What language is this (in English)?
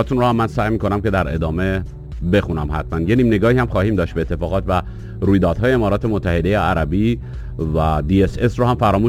Persian